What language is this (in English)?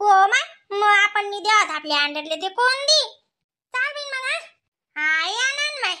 Khandesi